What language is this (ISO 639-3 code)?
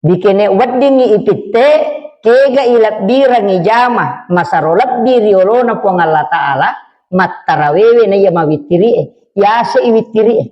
bug